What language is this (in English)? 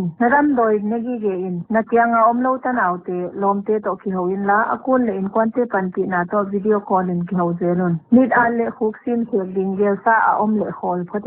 Paite Chin